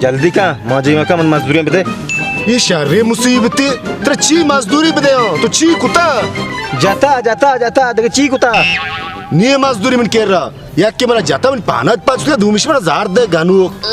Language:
Baluchi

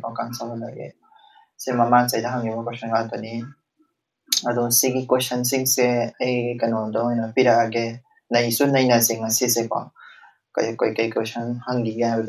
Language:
Manipuri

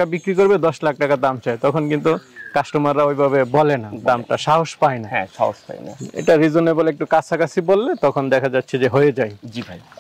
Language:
Bangla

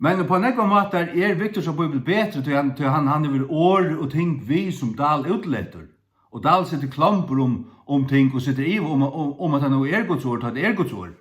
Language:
Faroese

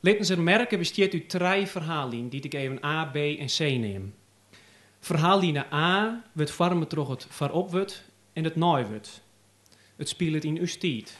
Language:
Western Frisian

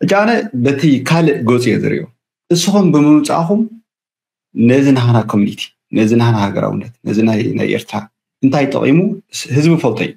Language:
Tigrinya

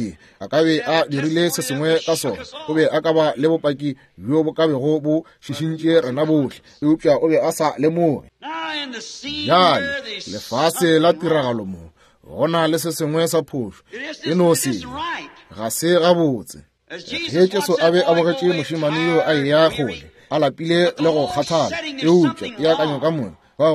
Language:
Northern Sotho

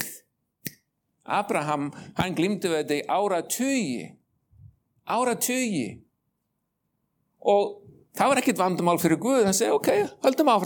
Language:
Icelandic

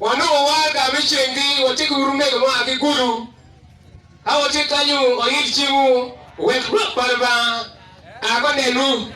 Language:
Acoli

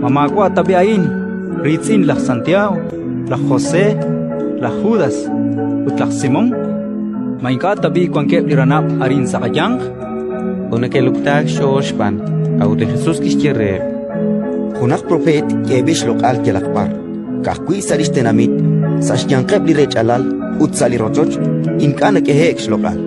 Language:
Kekchí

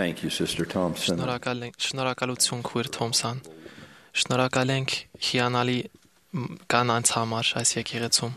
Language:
Armenian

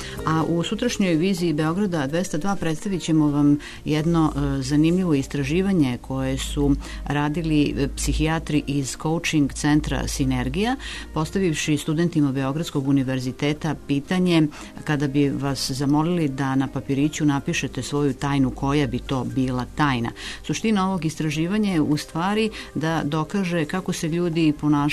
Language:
Serbian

